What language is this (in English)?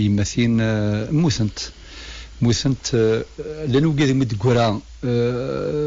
Kabyle